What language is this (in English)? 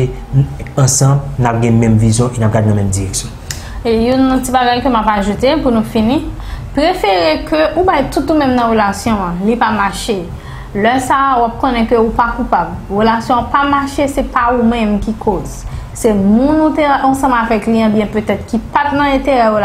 Haitian Creole